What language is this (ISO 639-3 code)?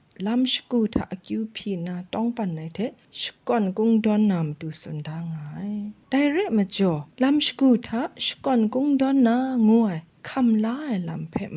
kac